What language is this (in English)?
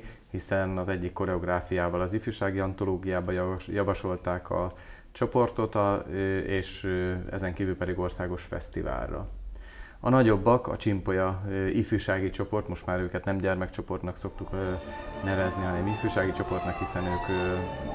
Hungarian